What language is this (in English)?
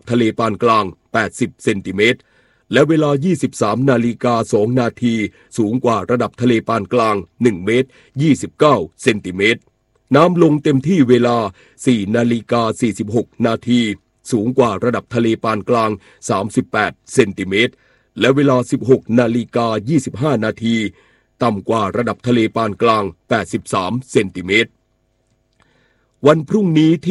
Thai